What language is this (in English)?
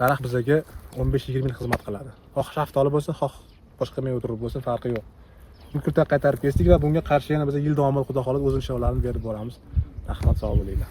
Uzbek